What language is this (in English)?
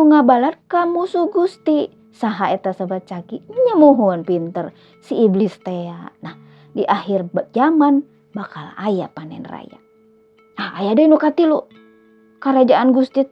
Sundanese